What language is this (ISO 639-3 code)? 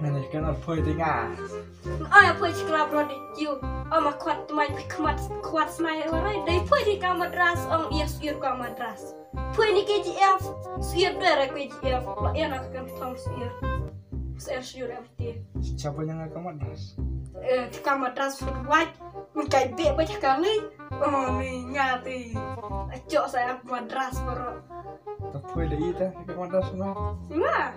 kha